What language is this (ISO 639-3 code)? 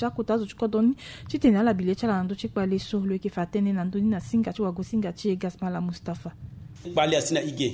sag